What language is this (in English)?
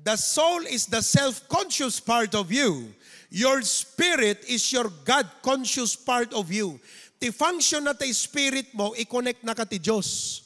Iloko